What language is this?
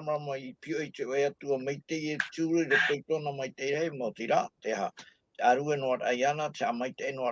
Tahitian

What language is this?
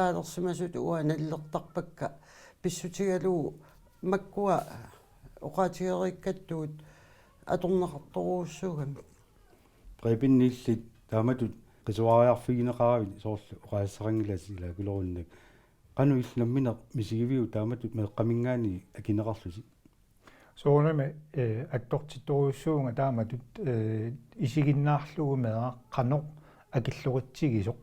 Kalaallisut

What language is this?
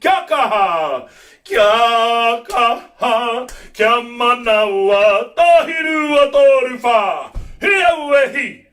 Māori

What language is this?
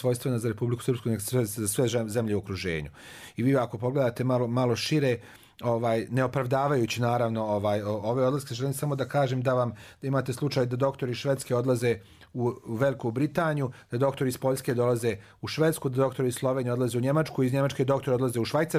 Serbian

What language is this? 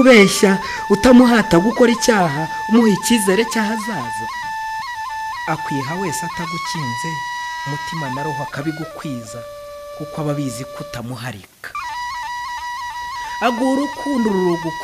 Kinyarwanda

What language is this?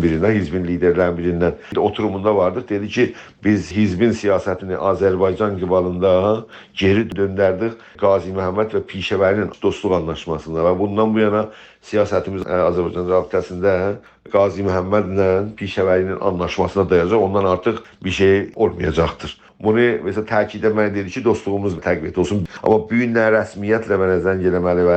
South Azerbaijani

